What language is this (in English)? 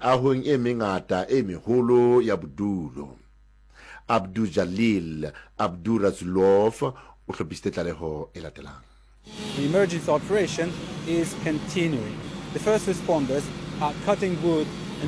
Southern Sotho